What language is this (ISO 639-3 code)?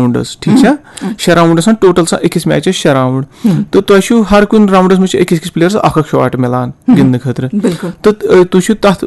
kas